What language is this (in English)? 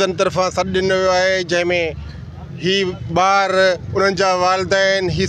Sindhi